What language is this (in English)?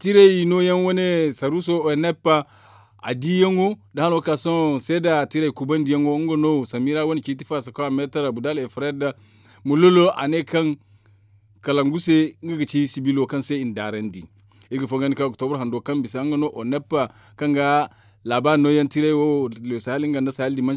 Zarma